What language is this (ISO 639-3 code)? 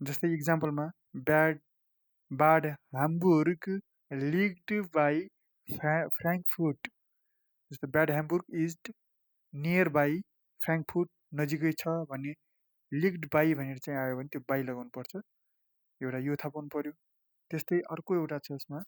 nep